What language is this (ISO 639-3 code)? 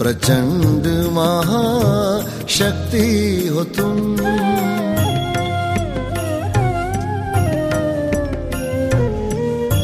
hin